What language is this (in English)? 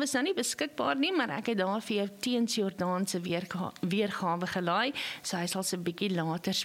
Afrikaans